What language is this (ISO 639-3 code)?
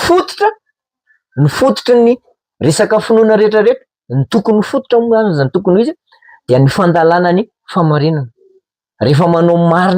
mlg